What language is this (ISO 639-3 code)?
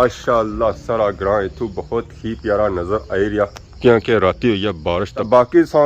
phr